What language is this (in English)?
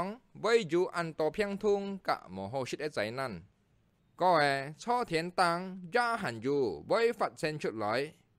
Hakka Chinese